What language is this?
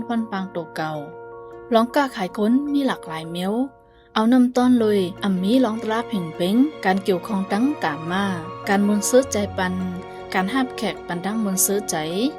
Shan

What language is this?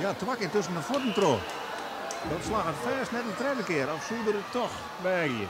Western Frisian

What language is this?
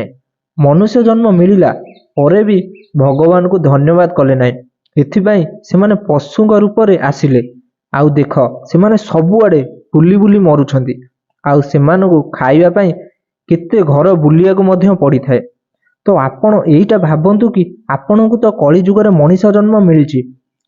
Odia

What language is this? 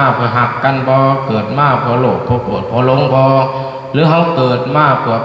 Lao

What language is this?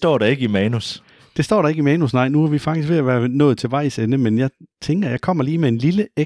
Danish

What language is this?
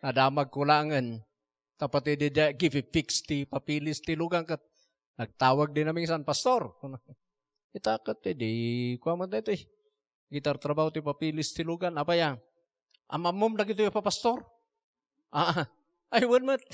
Iloko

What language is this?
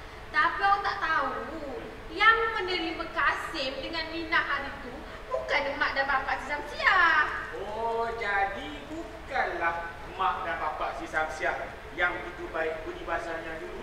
Malay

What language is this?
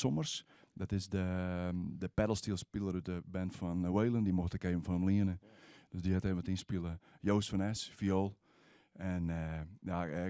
Western Frisian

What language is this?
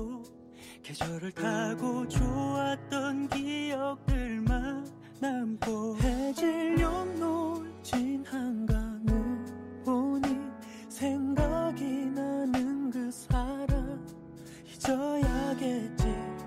Korean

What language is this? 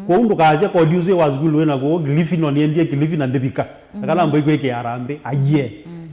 Kamba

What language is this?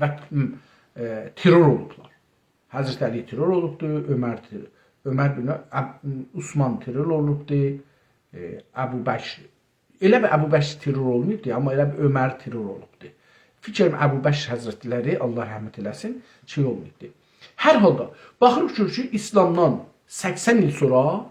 South Azerbaijani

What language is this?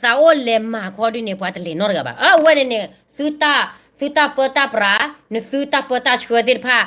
S'gaw Karen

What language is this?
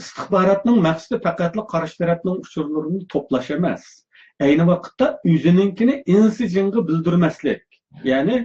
Uyghur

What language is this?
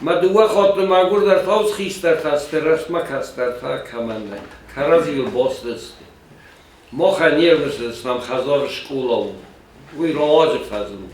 Ossetic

